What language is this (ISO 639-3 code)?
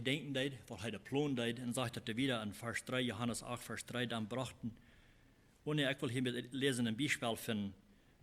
pdt